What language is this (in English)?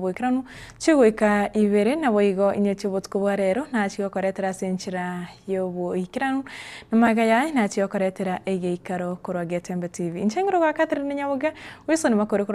Gusii